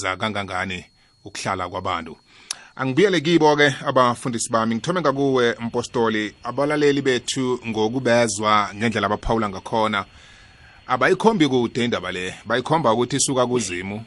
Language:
South Ndebele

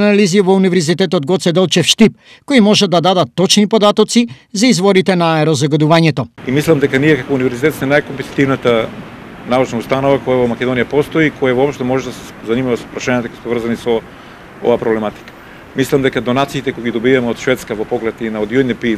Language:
Macedonian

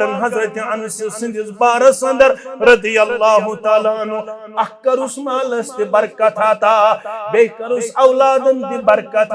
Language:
Kashmiri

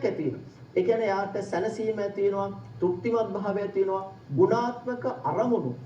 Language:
Sinhala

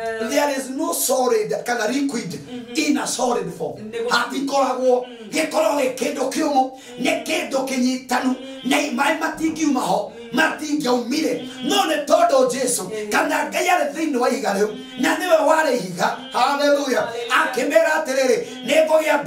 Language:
Kikuyu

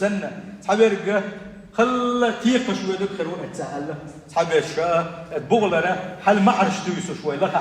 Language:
Chechen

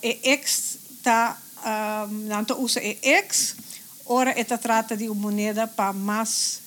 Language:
Papiamento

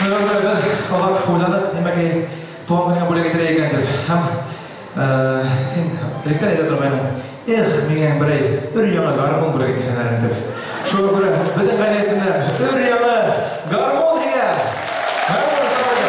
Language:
Bashkir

